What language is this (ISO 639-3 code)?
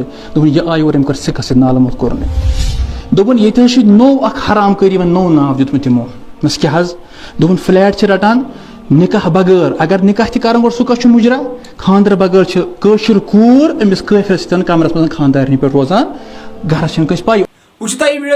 kas